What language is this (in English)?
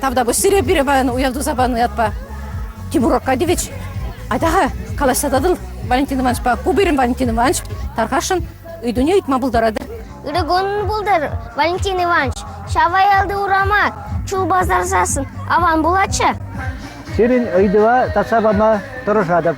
Chuvash